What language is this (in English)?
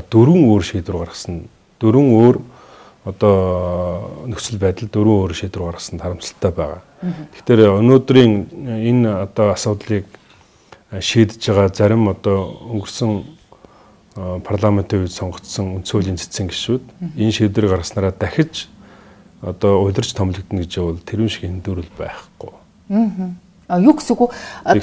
Mongolian